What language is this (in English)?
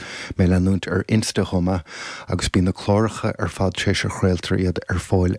Irish